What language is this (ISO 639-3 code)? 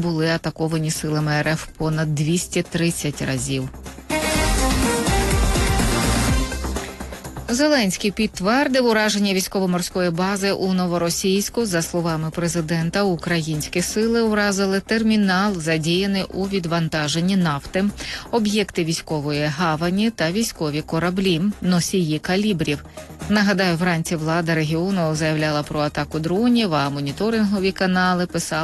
ukr